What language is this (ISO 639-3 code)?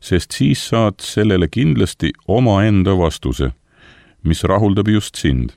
est